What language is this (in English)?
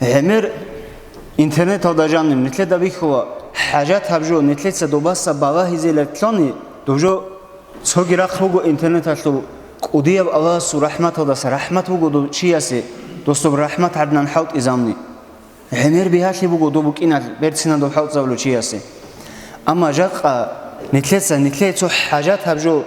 Avaric